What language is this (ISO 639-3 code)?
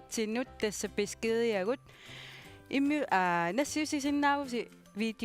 kal